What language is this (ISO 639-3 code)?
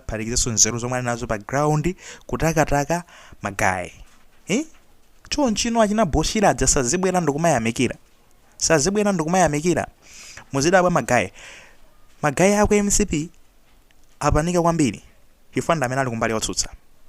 nya